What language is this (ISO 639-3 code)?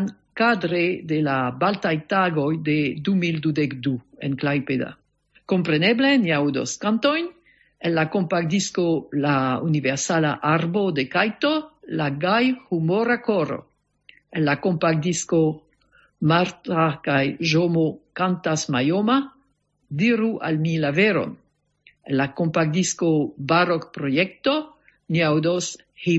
epo